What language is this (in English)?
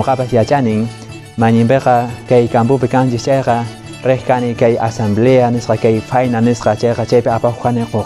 Quechua